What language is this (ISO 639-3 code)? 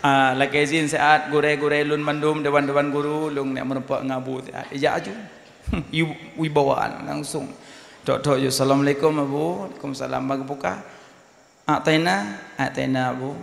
ace